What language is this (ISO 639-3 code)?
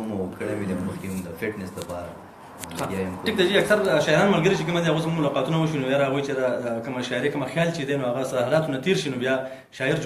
pus